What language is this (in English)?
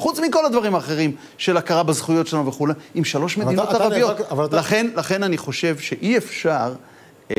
Hebrew